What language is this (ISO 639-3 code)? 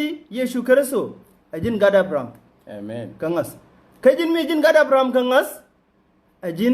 nus